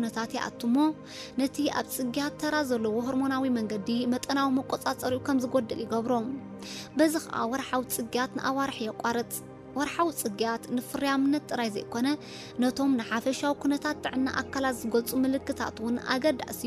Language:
Tigrinya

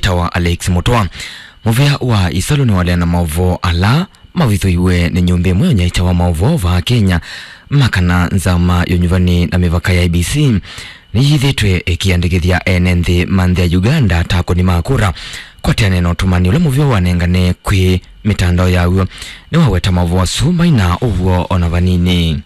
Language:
Kamba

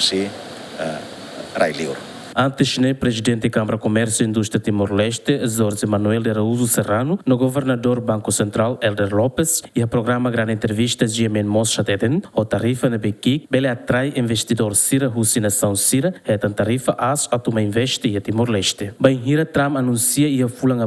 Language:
Tetum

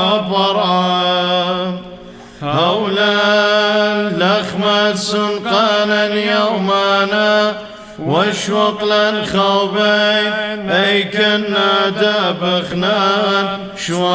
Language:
Classical Syriac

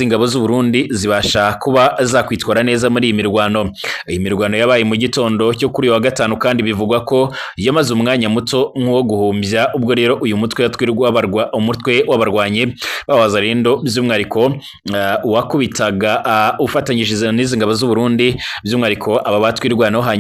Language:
Kinyarwanda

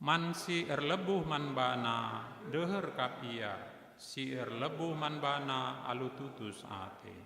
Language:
Batak Karo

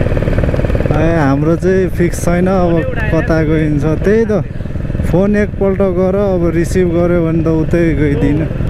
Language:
Nepali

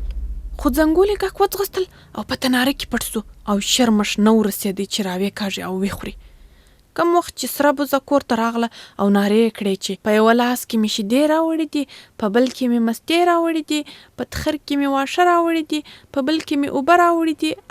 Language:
Pashto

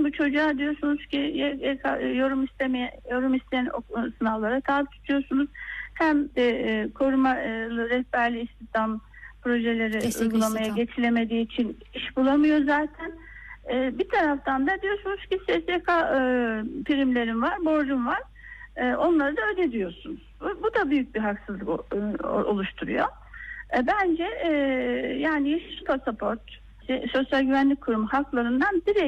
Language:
Turkish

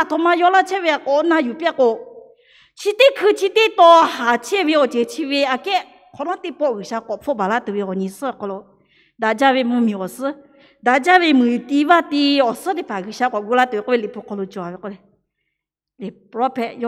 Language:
Lahu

